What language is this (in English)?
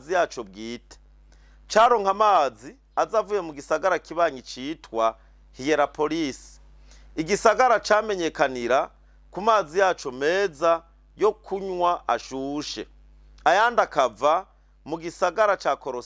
Rundi